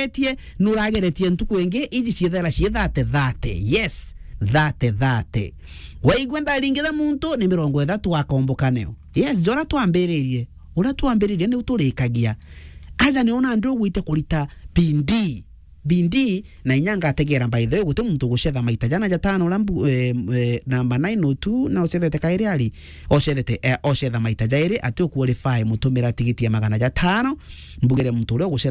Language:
Meru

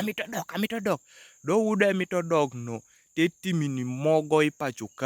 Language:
Kumam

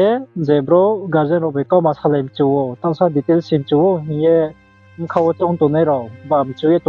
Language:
Riang (India)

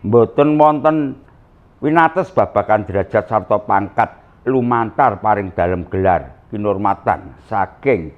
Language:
Javanese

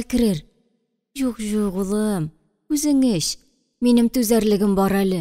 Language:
Tatar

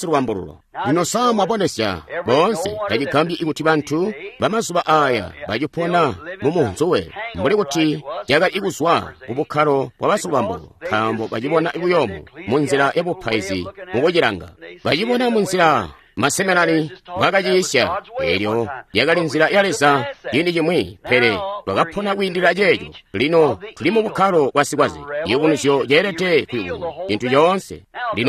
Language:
Tonga (Zambia)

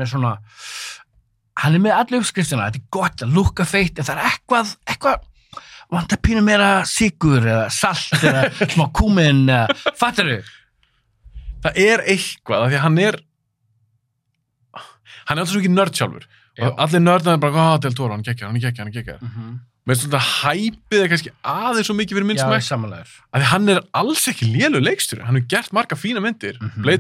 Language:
Icelandic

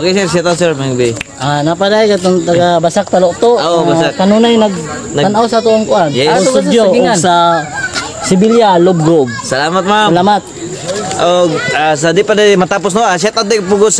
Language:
Cebuano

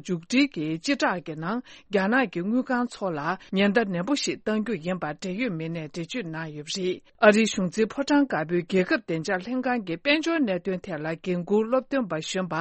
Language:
Tibetan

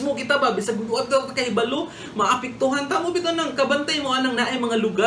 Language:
Cebuano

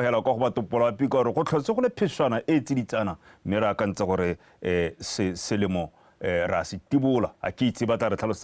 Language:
Tswana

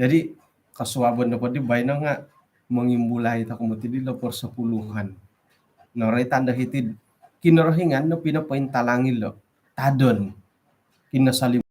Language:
Central Dusun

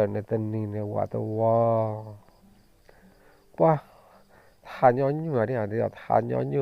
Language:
S'gaw Karen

